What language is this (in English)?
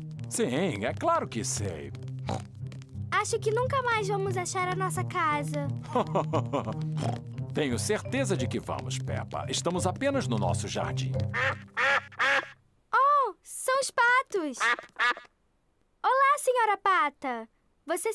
Portuguese